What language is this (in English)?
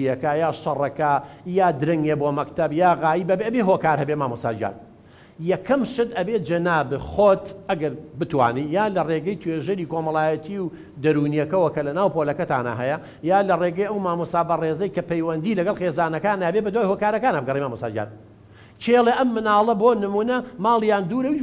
Central Kurdish